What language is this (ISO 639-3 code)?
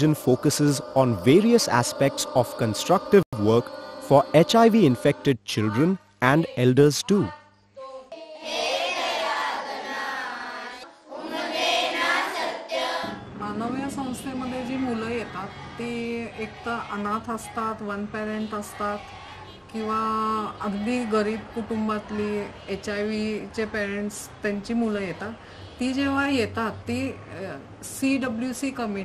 mar